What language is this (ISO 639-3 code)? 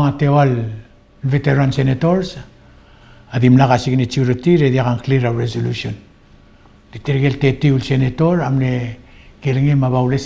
pau